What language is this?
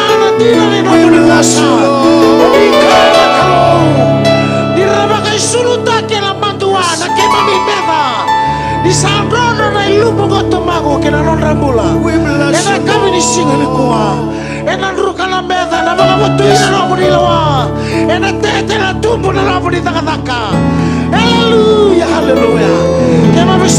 Fijian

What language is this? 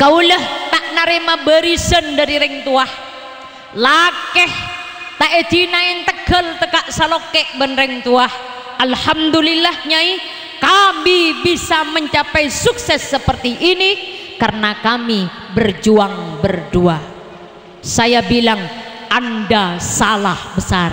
Madurese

